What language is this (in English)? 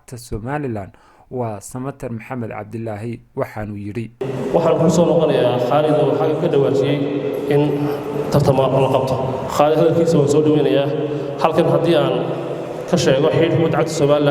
Somali